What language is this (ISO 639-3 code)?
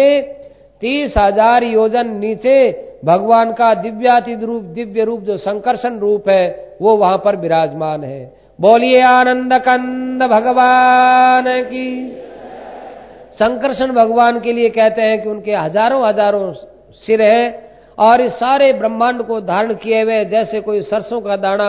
hin